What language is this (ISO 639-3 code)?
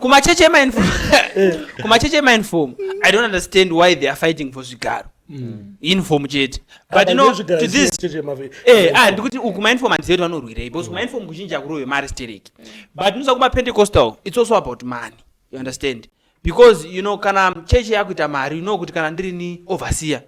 sna